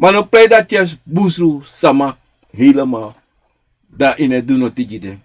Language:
Sranan Tongo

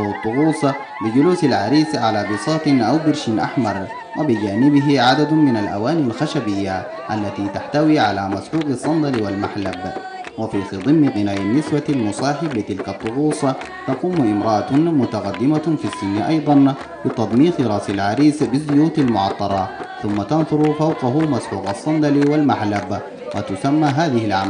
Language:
Arabic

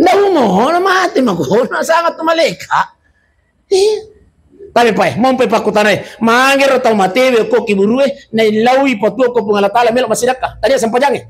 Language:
Buginese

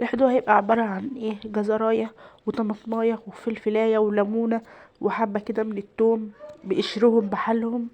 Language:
Egyptian Arabic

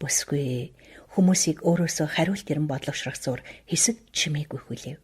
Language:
Mongolian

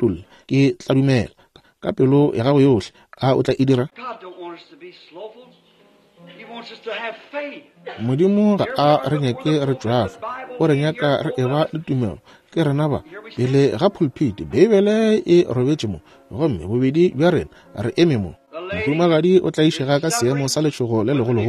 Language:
Northern Sotho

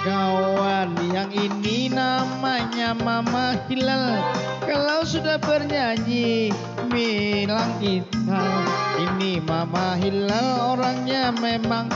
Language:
Banjar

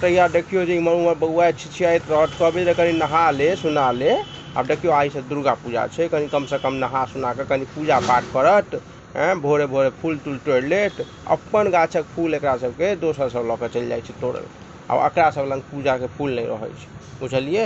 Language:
Maithili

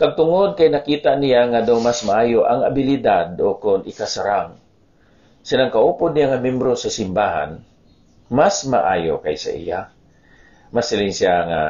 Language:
Hiligaynon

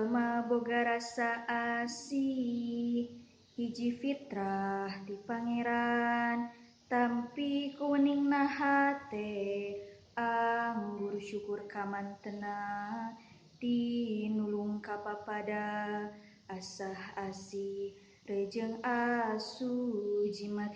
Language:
Sundanese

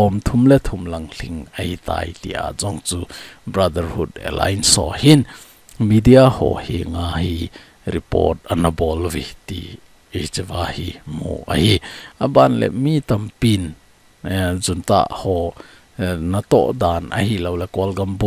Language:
Thado Chin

